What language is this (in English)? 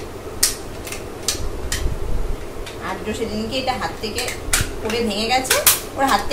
Bangla